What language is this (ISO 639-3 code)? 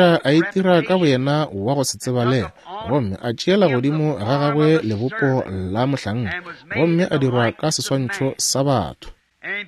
nso